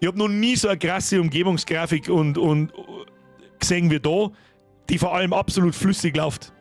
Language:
Bavarian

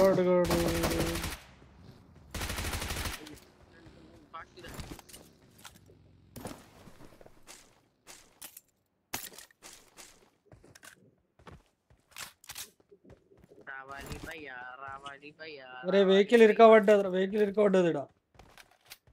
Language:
Telugu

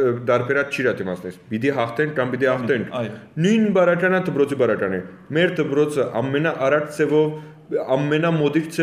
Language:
Western Armenian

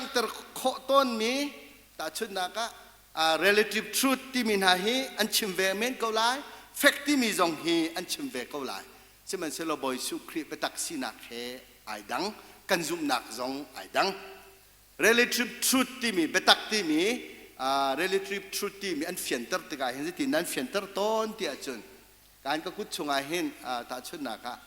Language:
Hakha Chin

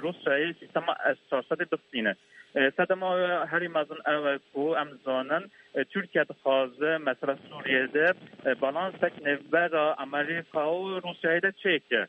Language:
Kurdish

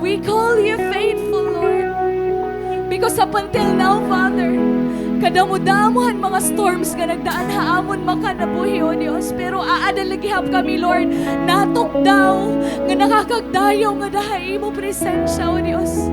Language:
Waray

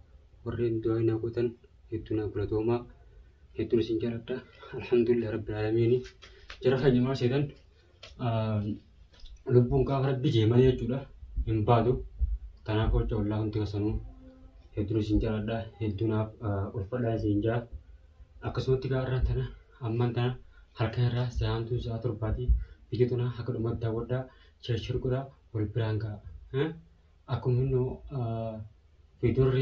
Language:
Oromo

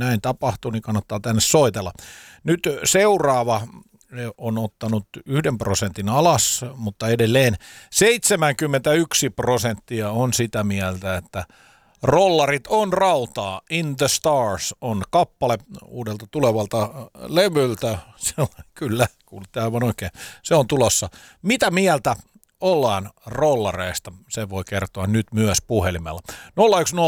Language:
Finnish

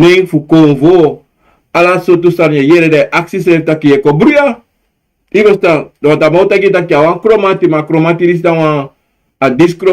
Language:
Sranan Tongo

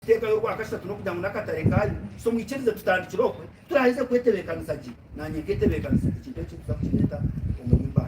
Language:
Nyankole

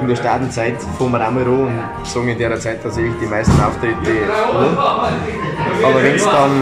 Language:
Bavarian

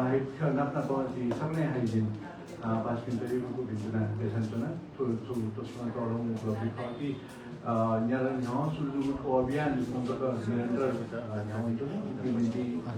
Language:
Newari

